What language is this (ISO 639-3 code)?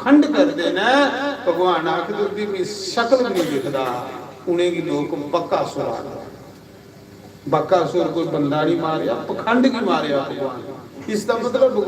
doi